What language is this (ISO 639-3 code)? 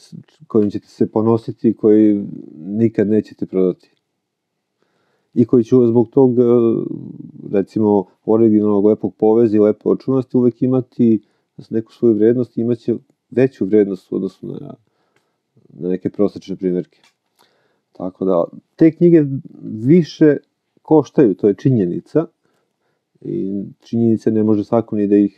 srp